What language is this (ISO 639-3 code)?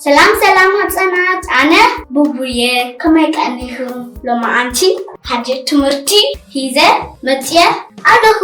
tir